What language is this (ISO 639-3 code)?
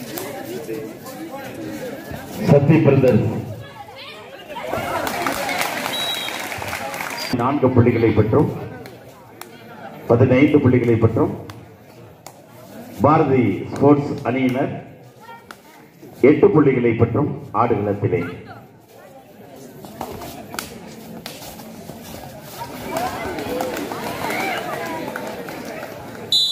tam